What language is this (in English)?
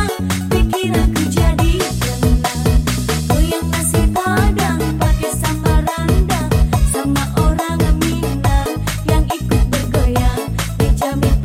Indonesian